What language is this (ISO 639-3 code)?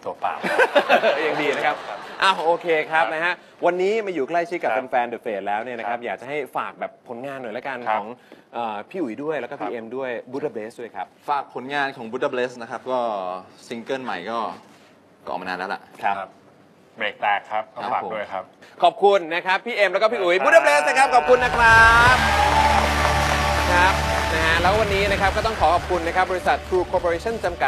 tha